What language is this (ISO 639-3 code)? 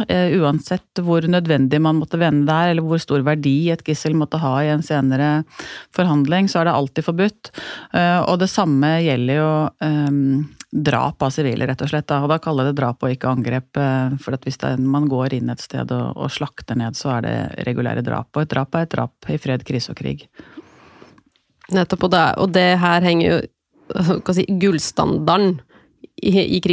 nor